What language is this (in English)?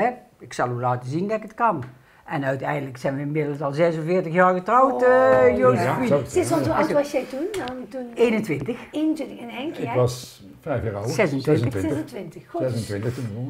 Dutch